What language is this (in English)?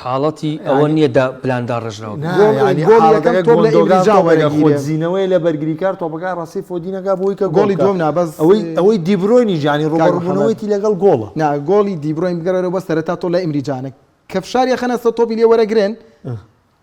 Central Kurdish